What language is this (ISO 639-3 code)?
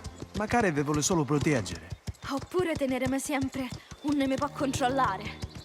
scn